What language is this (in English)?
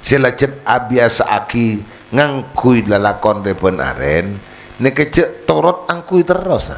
Madurese